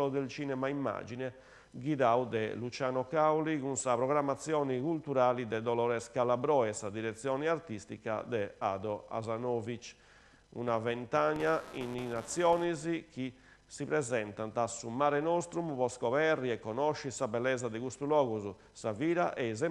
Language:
Sardinian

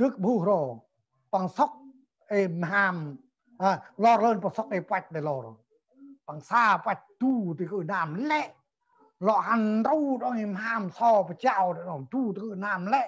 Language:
Central Mnong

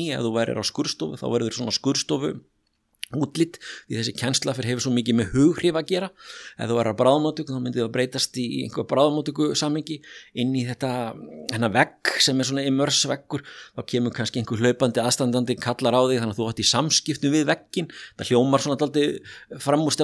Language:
Icelandic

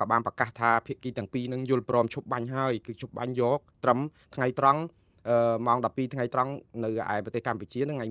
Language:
Khmer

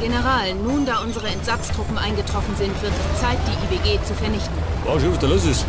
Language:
Bavarian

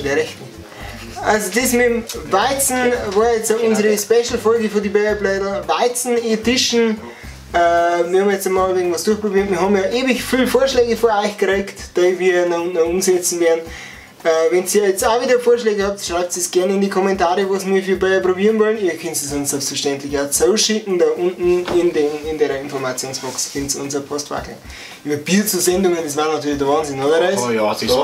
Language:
Bavarian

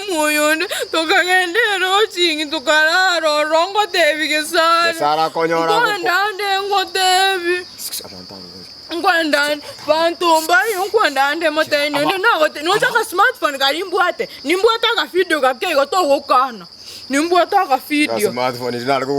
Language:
Gusii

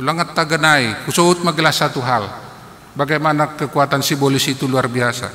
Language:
Batak Simalungun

